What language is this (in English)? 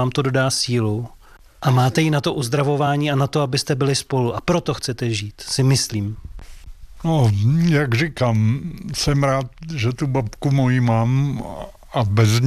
Czech